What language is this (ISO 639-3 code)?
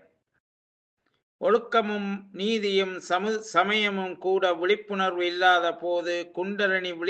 tam